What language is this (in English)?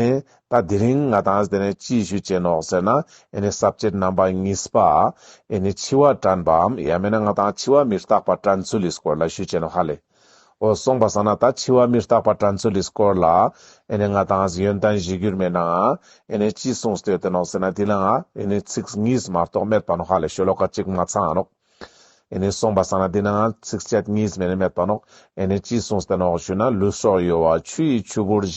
Ladakhi